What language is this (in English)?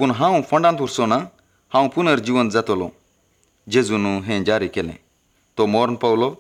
Konkani